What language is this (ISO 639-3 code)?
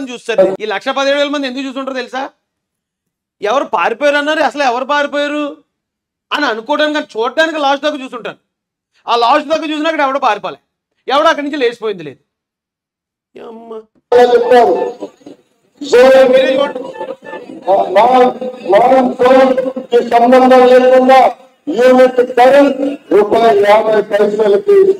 tel